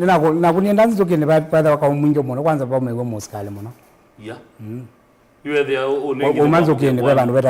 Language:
Kamba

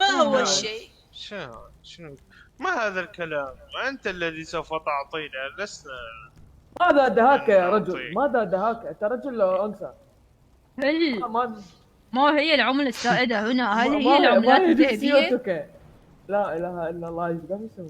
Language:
Mesopotamian Arabic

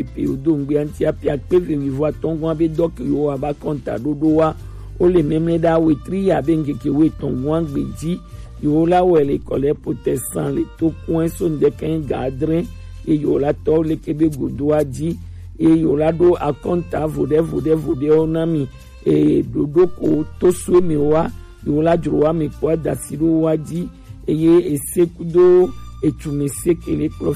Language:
Gen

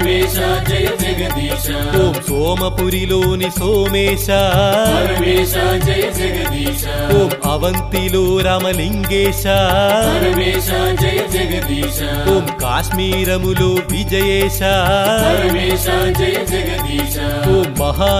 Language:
Telugu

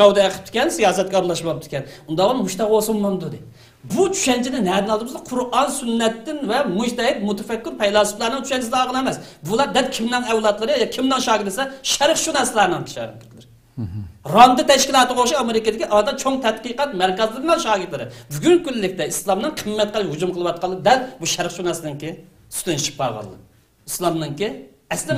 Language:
Uyghur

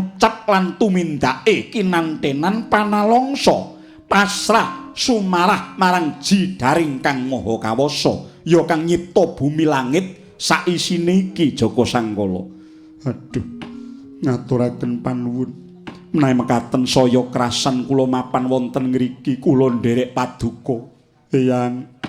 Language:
Javanese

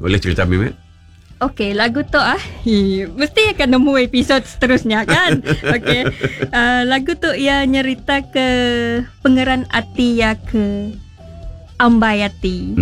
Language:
Iban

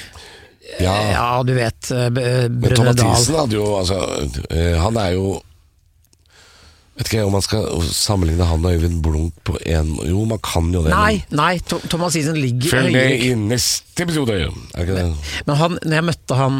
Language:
Norwegian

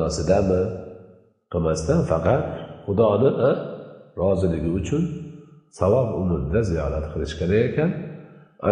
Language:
Uzbek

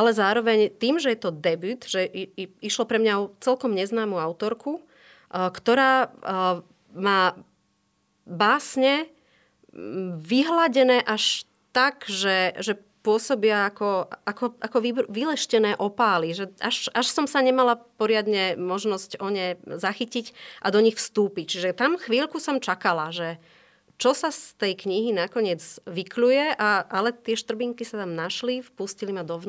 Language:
Slovak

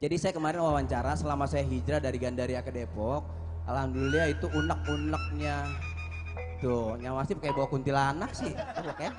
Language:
Betawi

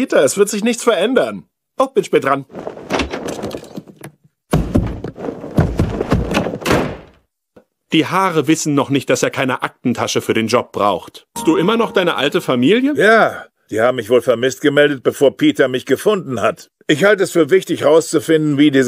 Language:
German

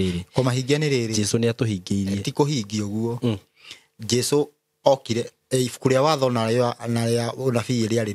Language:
Kikuyu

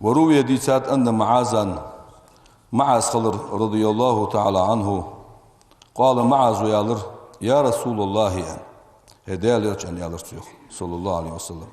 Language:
Ingush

